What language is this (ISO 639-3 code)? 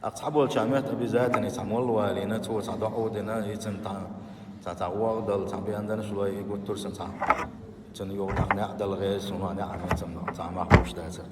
che